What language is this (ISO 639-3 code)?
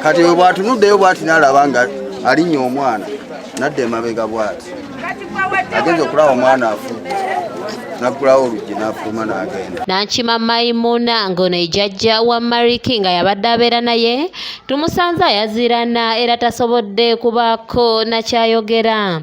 lug